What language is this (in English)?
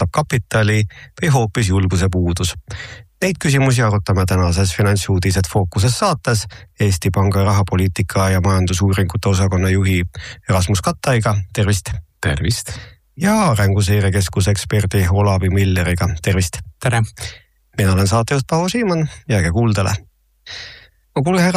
Estonian